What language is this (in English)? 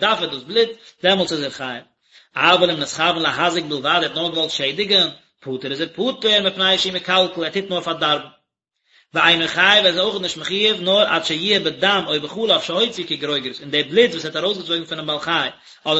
Yiddish